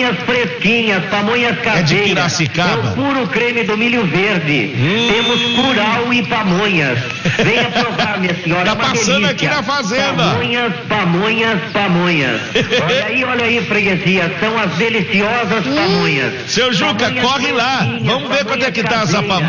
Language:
Portuguese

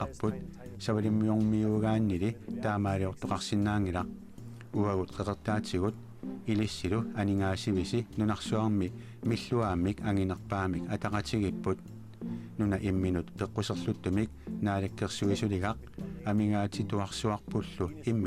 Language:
Kalaallisut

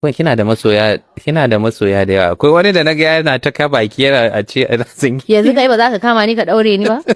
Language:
Hausa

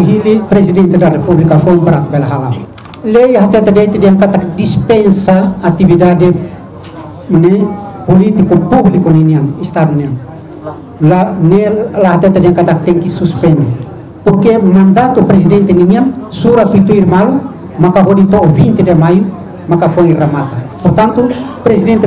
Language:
Tetum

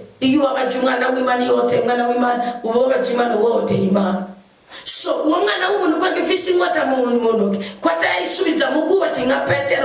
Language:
Rundi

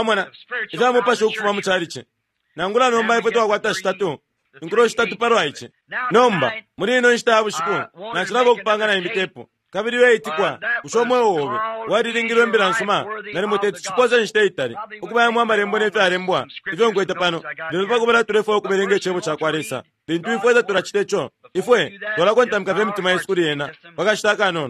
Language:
Bemba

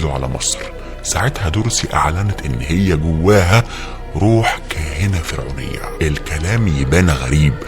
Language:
Egyptian Arabic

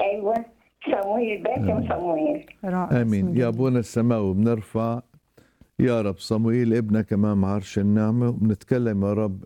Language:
Egyptian Arabic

